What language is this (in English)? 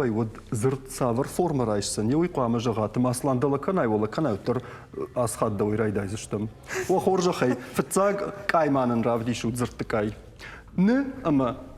Ossetic